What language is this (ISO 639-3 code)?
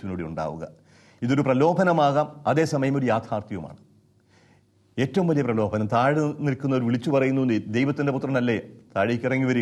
mal